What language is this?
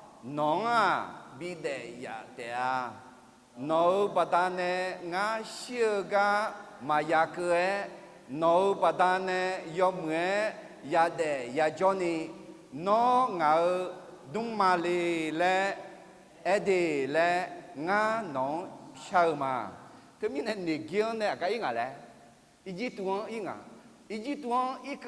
Akha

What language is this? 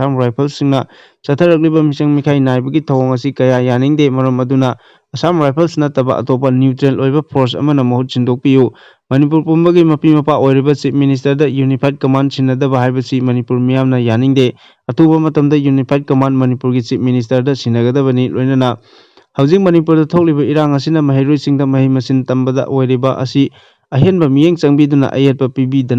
Manipuri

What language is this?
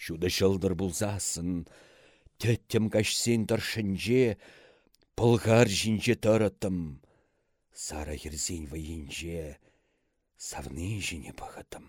Chuvash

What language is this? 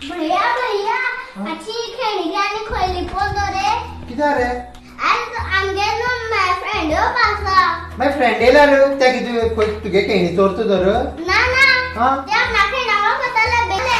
Konkani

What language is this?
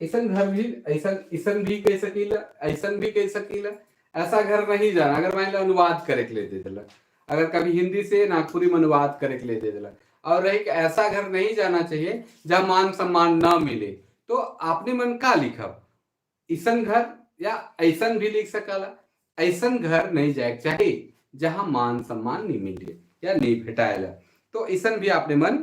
Sadri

